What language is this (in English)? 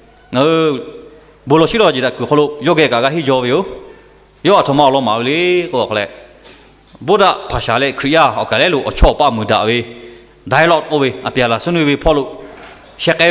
Lahu